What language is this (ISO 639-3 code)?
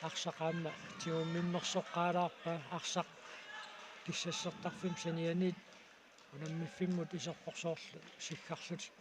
kal